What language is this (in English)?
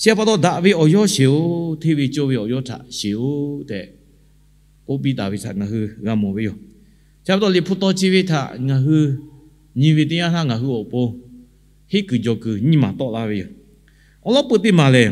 Lahu